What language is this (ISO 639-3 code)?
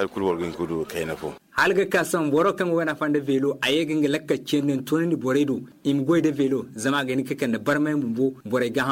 dje